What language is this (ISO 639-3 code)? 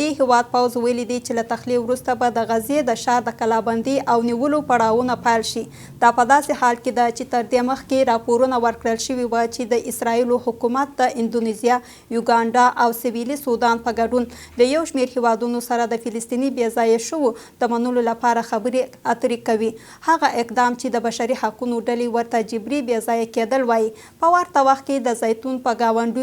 pus